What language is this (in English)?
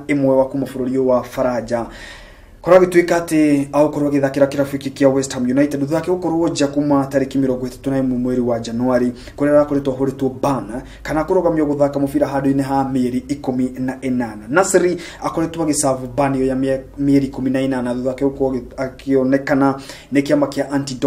Kikuyu